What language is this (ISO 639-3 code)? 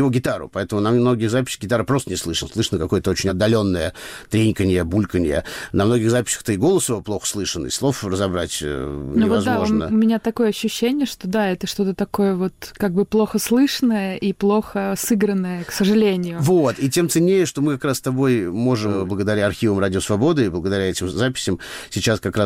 rus